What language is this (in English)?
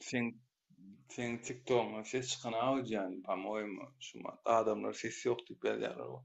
Turkmen